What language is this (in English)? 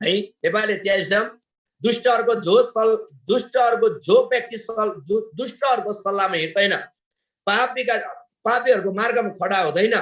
Eastern Tamang